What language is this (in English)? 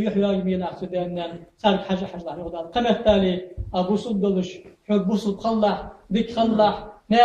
Ingush